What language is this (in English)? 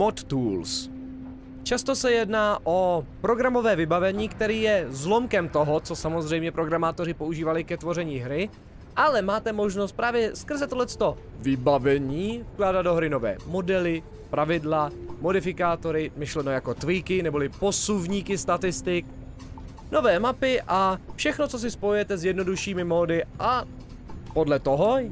Czech